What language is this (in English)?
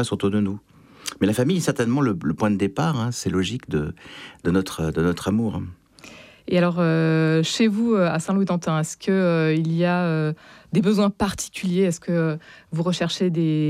French